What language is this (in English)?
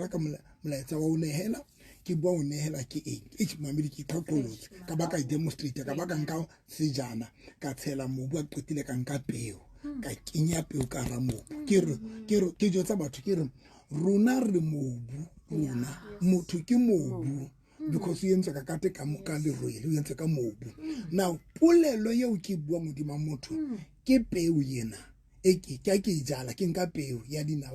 Southern Sotho